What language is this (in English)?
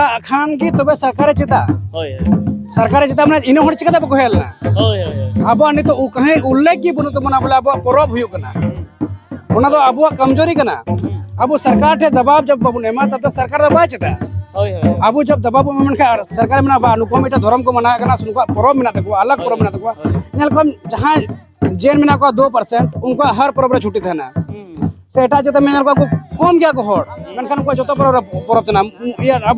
Santali